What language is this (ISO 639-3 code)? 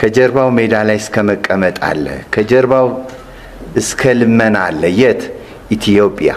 amh